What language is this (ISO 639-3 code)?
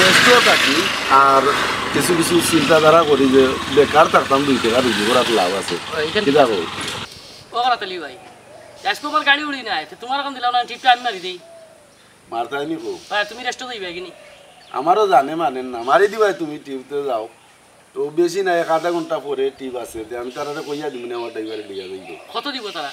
syl